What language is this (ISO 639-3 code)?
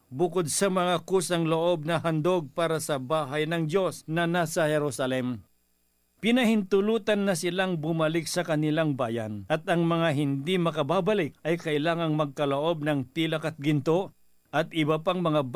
fil